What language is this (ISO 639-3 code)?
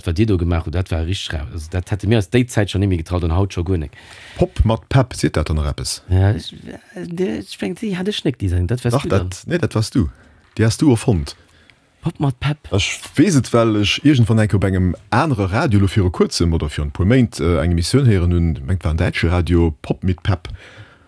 ltz